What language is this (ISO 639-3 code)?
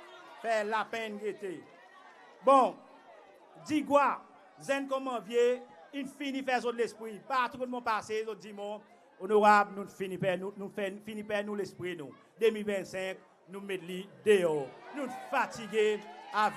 crs